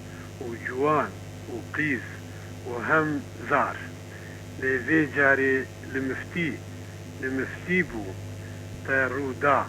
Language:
Kurdish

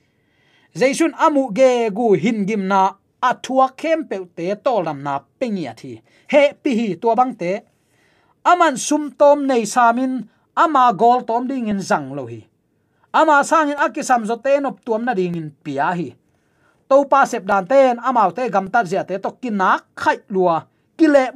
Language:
Tedim Chin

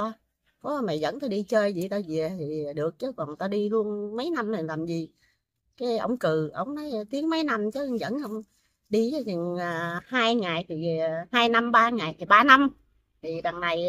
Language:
Vietnamese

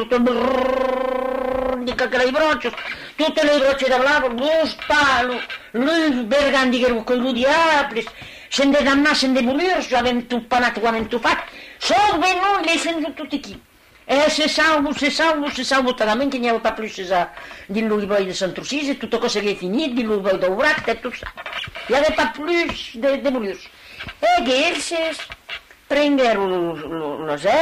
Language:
Occitan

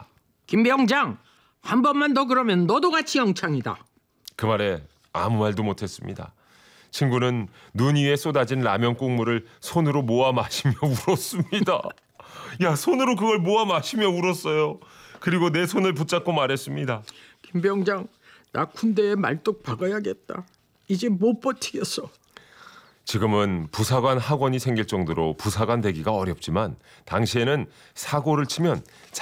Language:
Korean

